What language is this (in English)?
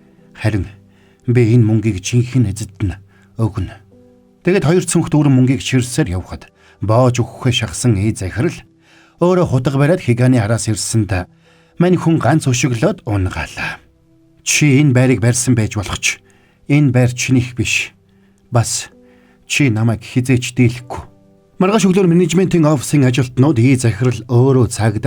Mongolian